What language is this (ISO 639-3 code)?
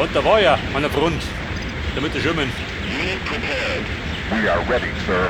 bar